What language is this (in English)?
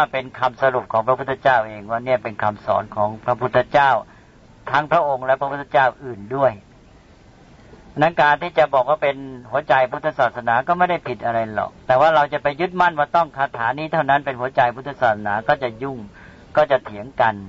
Thai